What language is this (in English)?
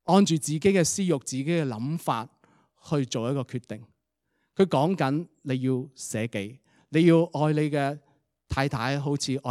Cantonese